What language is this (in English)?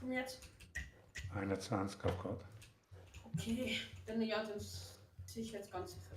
Swiss German